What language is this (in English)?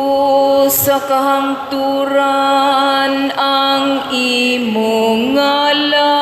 Cebuano